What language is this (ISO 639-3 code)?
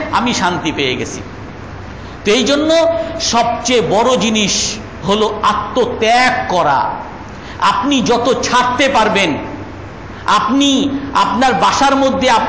ben